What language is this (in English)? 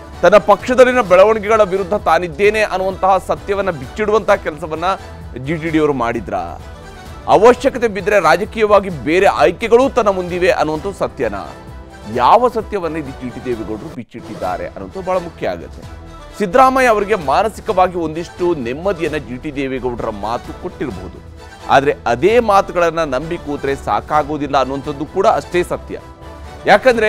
Kannada